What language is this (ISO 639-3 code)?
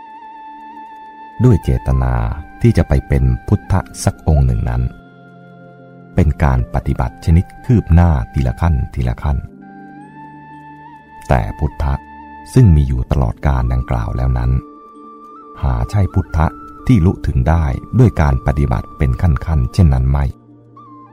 tha